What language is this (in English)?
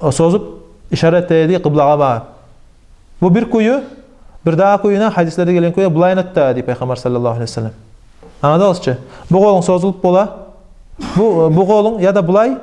Kumyk